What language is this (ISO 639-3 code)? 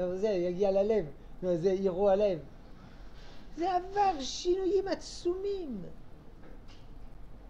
heb